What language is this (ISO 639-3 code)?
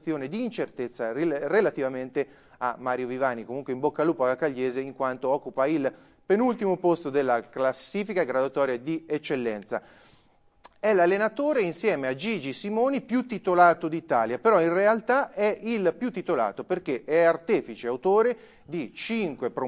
ita